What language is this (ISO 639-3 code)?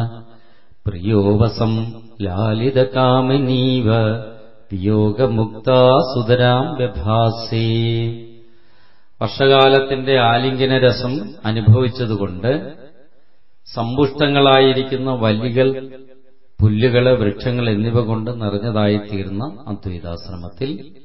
mal